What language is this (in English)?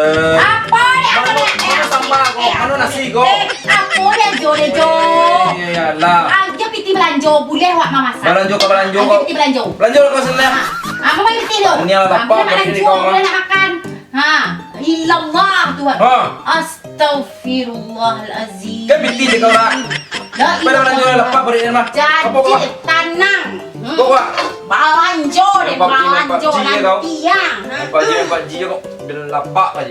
Minangkabau